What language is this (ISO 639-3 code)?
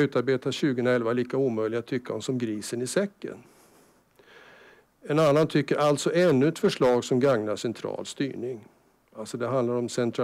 swe